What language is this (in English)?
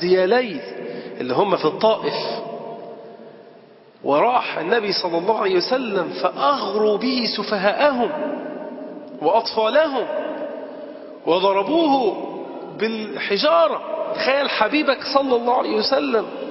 Arabic